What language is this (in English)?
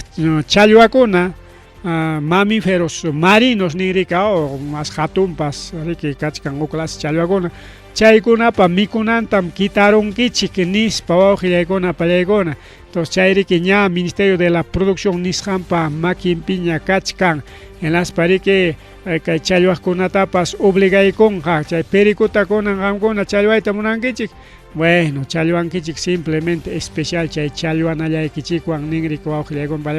Ayacucho Quechua